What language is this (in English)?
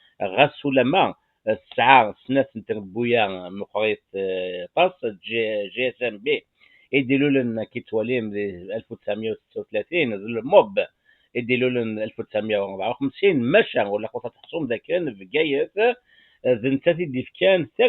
Kabyle